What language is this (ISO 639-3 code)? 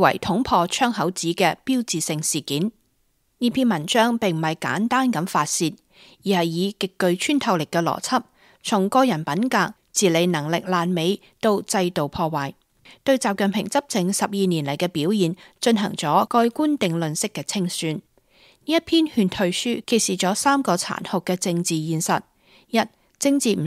yue